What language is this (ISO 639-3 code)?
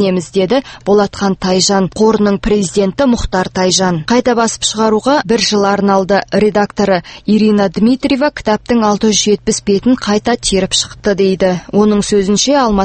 kaz